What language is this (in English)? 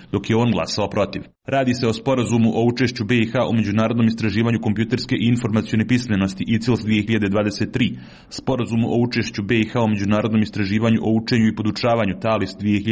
Serbian